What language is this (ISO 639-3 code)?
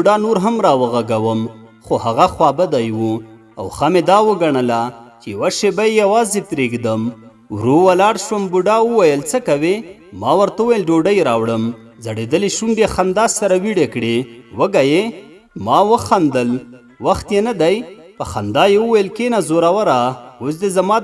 pus